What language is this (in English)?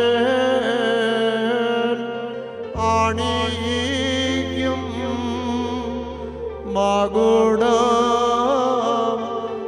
Malayalam